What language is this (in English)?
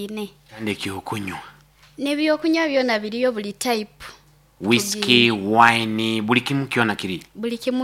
Nyoro